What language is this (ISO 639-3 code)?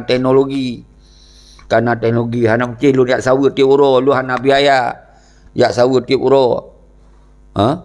ace